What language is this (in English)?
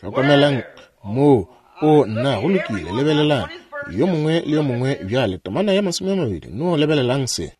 Northern Sotho